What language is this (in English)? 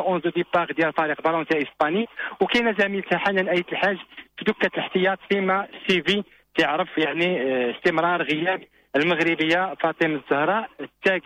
Moroccan Arabic